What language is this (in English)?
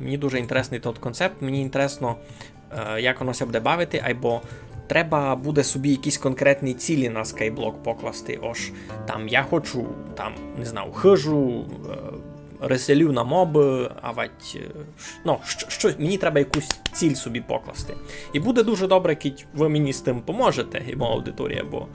Rusyn